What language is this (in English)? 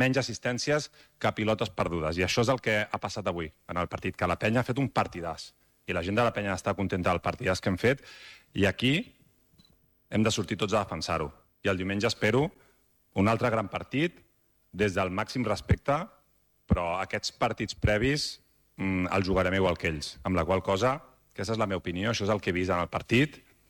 Catalan